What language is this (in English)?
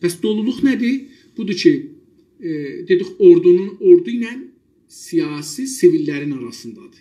South Azerbaijani